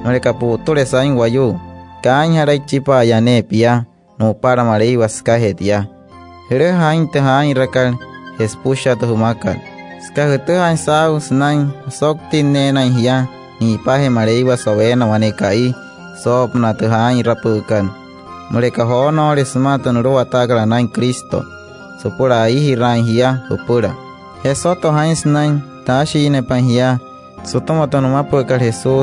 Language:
Wayuu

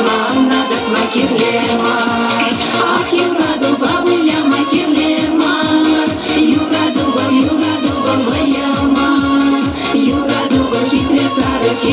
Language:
Chuvash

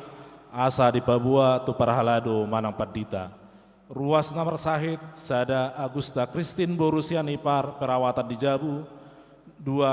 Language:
Batak Toba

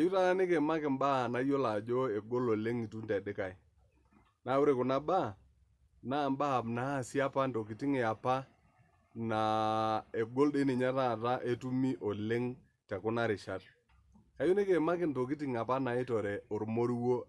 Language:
Masai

